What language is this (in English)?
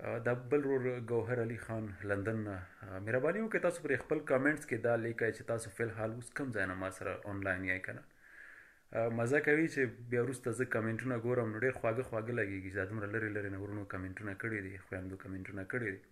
Pashto